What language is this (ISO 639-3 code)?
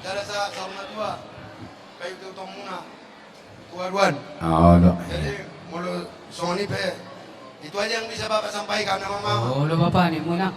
bbc